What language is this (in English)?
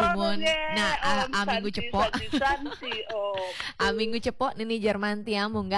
Balinese